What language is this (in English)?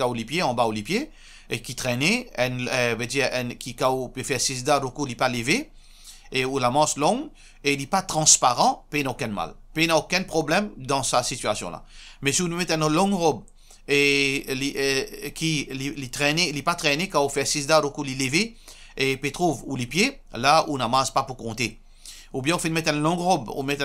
Morisyen